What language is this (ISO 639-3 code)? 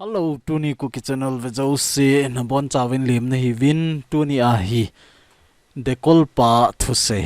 tcz